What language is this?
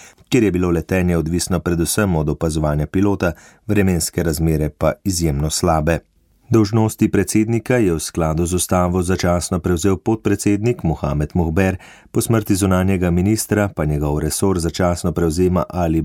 Slovenian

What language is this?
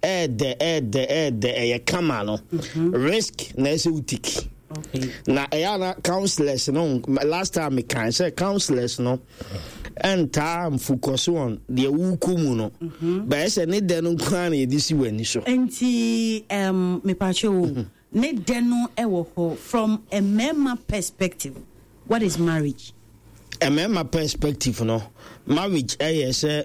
Akan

